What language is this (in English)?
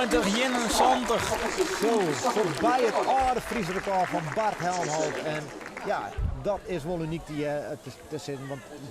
Western Frisian